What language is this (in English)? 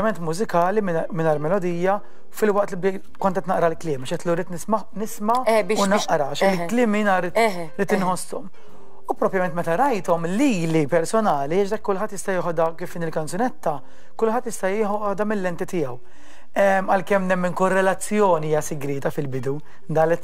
Maltese